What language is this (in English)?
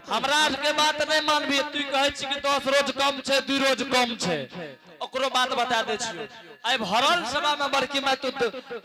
Angika